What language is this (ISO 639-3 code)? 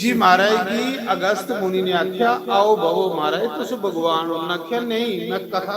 doi